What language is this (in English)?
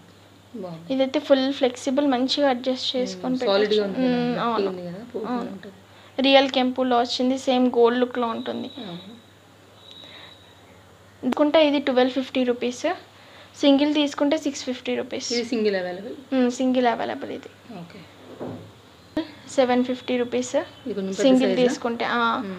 Telugu